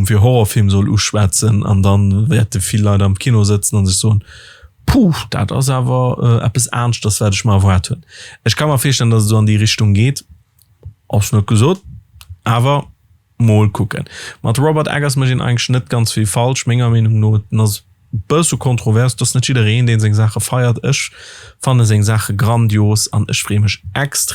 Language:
Luxembourgish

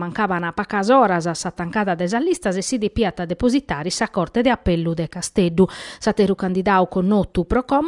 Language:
Sardinian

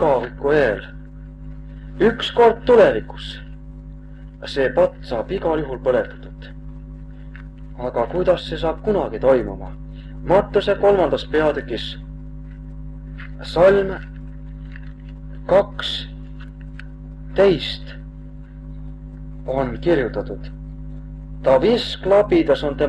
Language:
Estonian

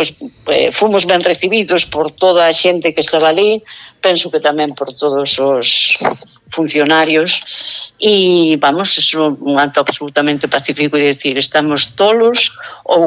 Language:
Galician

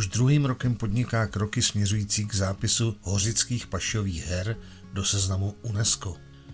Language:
Czech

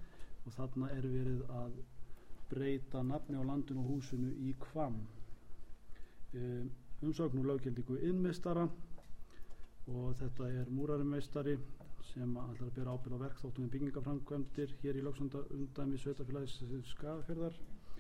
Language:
Icelandic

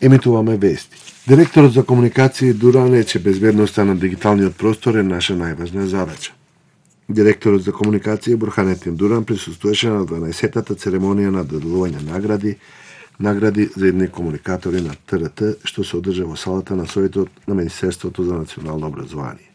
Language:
Macedonian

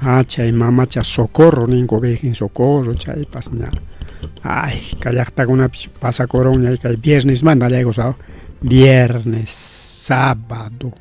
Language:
Ayacucho Quechua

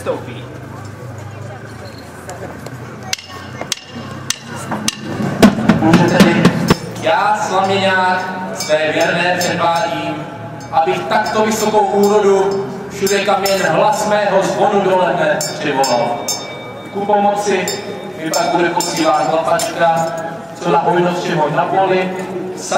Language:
Czech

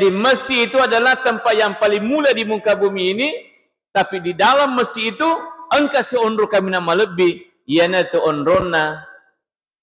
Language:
Buginese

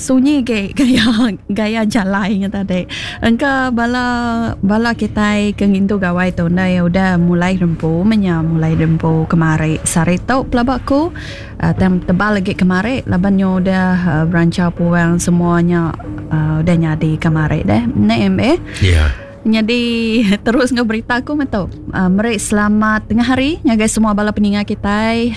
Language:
Iban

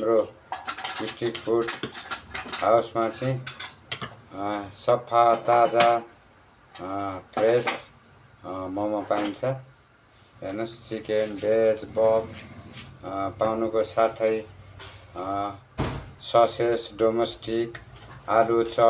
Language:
Nepali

